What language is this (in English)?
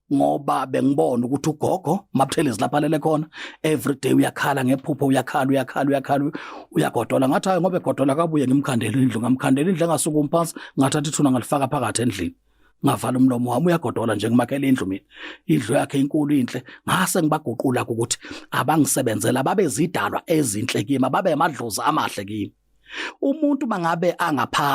Zulu